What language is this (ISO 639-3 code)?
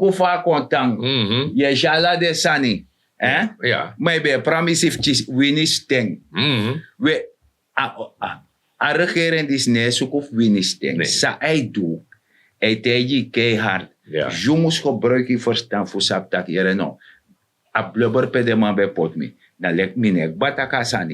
srn